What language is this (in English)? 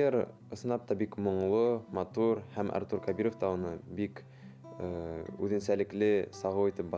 Bashkir